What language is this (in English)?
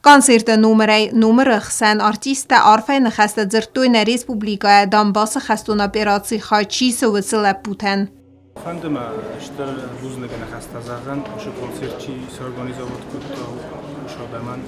Ossetic